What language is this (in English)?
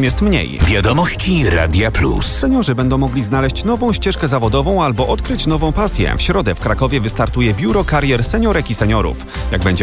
Polish